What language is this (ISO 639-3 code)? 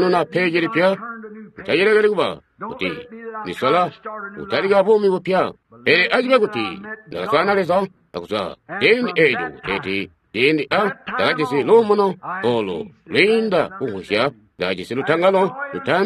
toi